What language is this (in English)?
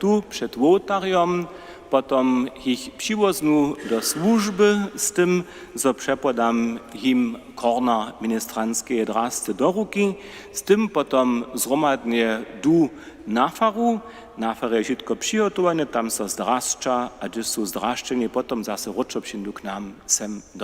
Upper Sorbian